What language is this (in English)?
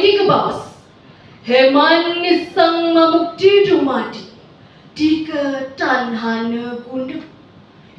Balinese